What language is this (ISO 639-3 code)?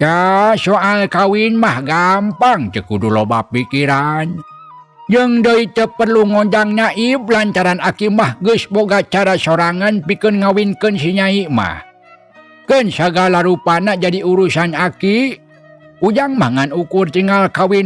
sun